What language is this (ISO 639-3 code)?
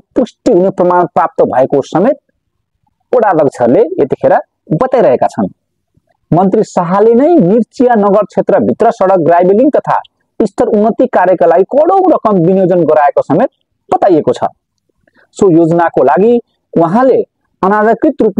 nep